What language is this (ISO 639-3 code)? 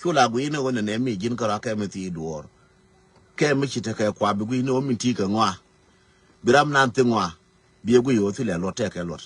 nus